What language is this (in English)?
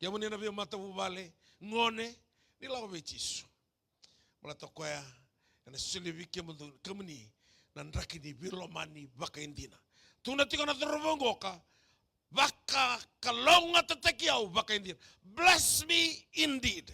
Fijian